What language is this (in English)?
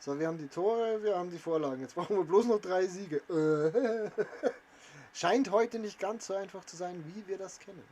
Bavarian